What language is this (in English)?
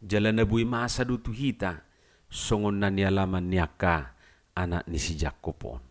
Batak Toba